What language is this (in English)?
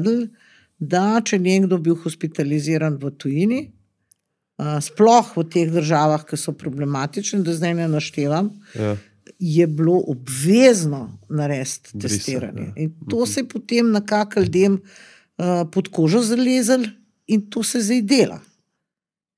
Slovenian